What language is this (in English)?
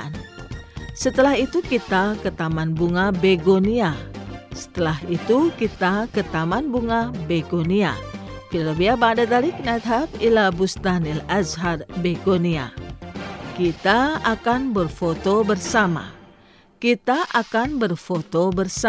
Indonesian